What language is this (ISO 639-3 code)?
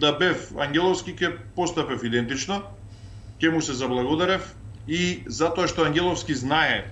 mkd